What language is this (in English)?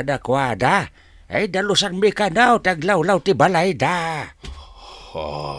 Iloko